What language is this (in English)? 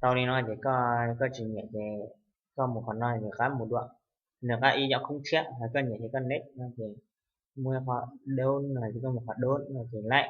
Hmong